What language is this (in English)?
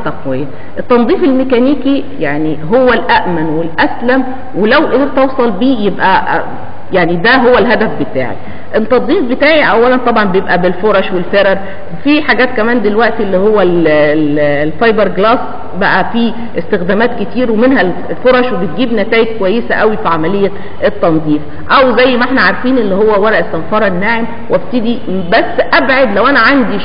Egyptian Arabic